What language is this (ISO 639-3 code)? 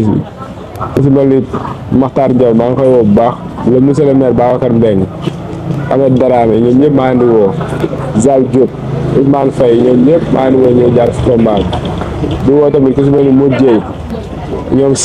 wol